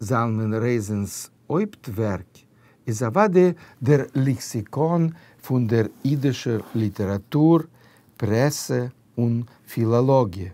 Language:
Yiddish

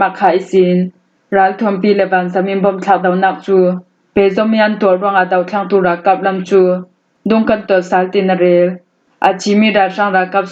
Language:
Falam Chin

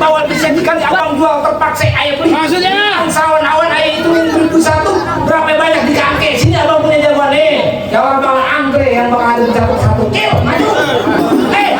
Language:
Betawi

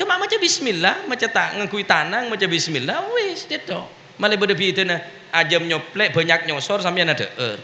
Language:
Madurese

